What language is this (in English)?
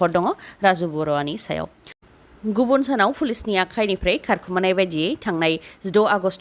Bodo